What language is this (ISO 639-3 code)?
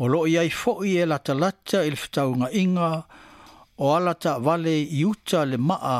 smo